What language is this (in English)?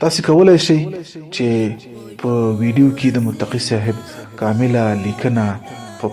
Pashto